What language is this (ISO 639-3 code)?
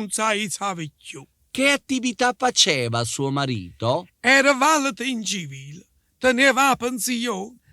nap